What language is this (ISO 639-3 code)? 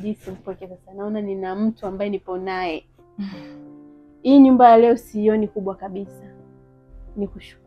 swa